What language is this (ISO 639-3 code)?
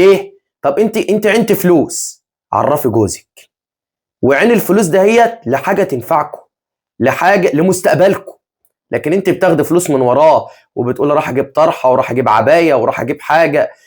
arz